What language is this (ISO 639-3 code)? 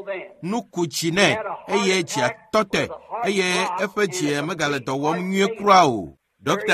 ewe